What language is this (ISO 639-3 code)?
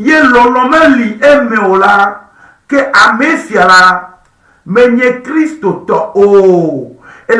ewe